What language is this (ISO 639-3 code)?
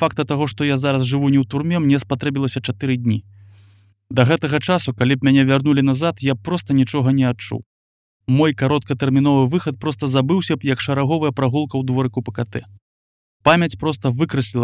bel